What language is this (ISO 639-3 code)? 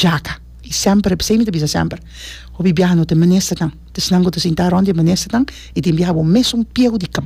pap